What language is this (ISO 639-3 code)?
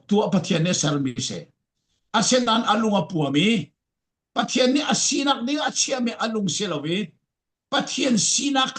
cfm